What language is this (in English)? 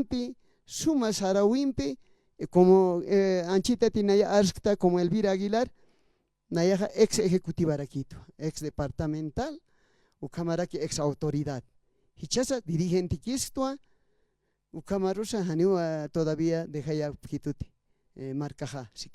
Aymara